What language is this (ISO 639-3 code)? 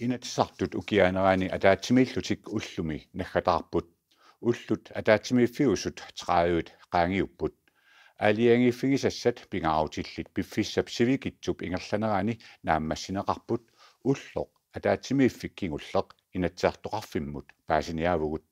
kal